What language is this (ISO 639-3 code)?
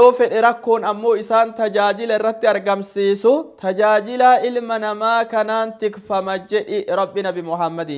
orm